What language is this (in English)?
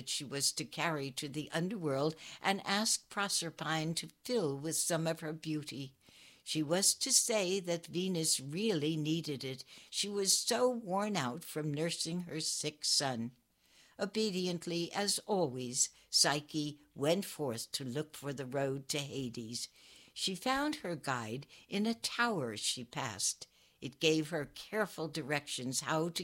English